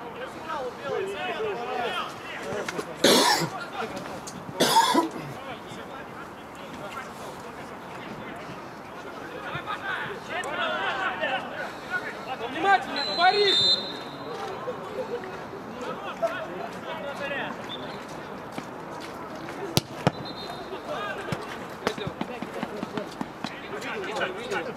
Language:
Russian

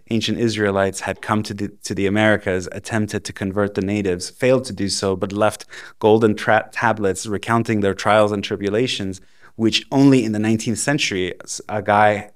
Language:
English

